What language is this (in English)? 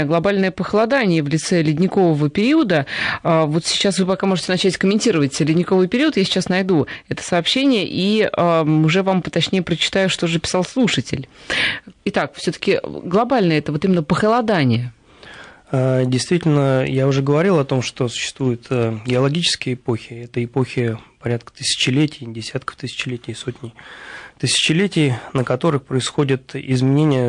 Russian